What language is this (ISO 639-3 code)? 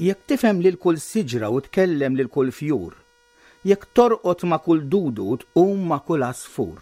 mlt